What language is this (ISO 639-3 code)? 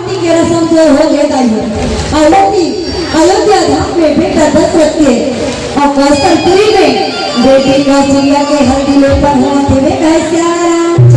hne